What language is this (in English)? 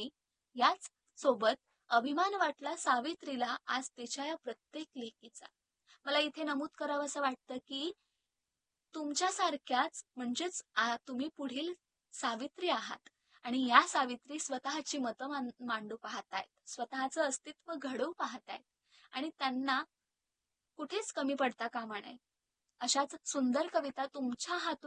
Marathi